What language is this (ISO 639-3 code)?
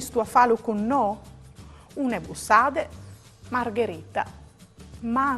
fur